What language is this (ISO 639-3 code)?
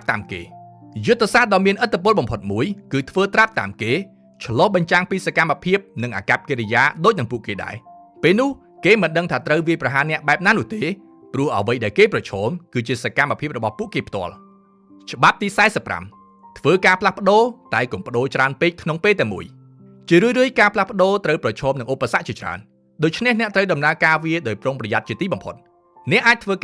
khm